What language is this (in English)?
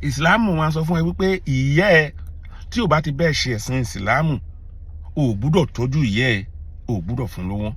Yoruba